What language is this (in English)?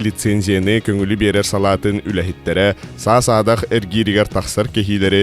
Yakut